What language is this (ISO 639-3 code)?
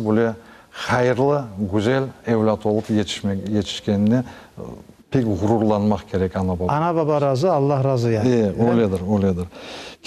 crh